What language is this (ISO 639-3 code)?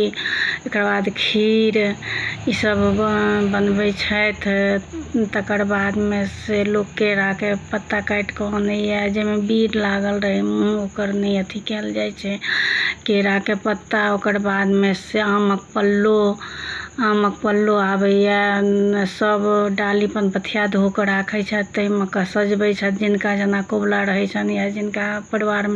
mai